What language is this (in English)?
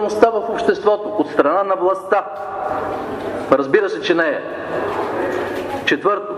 Bulgarian